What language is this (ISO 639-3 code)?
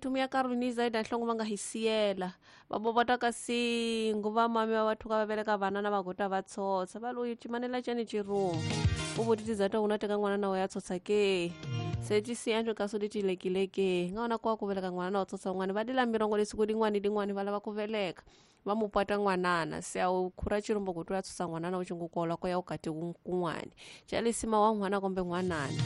tso